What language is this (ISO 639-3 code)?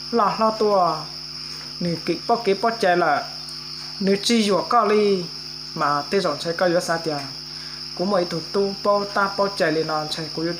hmn